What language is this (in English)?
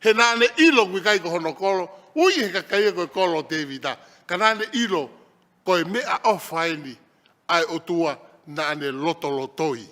Tongan